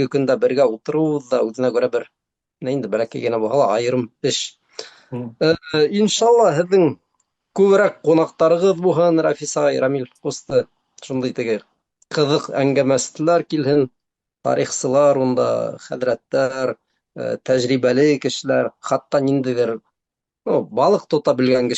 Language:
Bashkir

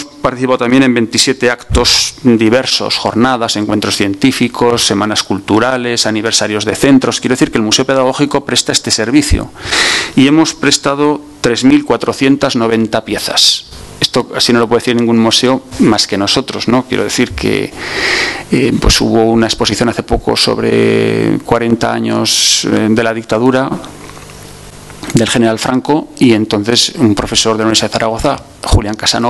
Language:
Spanish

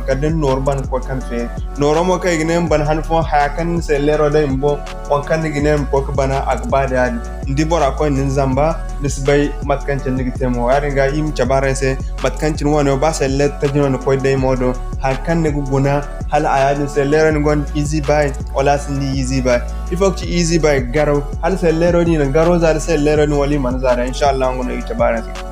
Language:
Zarma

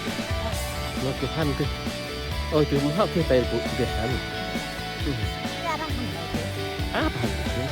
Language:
Central Mnong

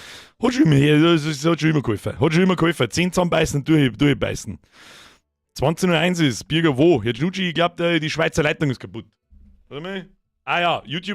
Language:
Bavarian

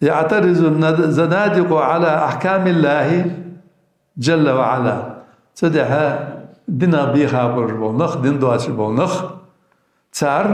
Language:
Ingush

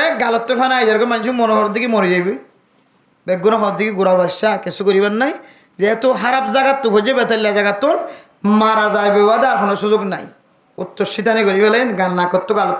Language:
Rohingya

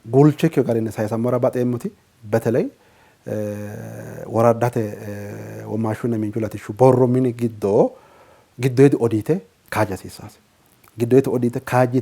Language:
Sidamo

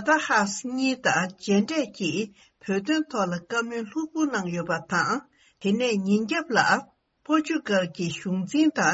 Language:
Tibetan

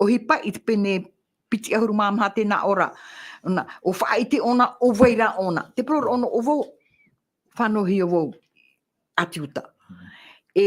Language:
Tahitian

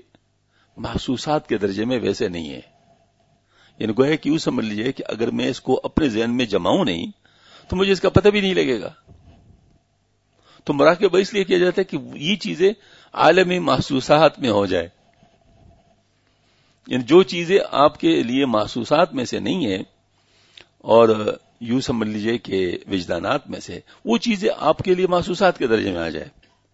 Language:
Urdu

